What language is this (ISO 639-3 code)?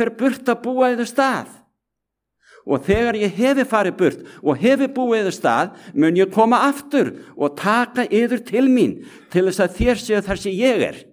isl